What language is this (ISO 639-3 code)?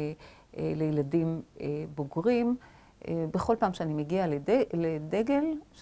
heb